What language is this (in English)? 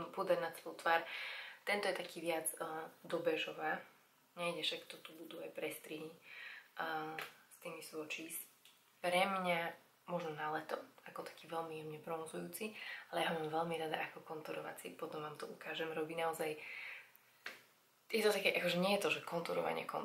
Slovak